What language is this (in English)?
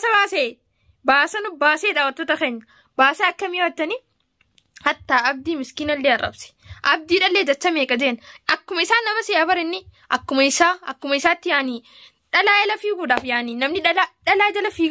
Oromo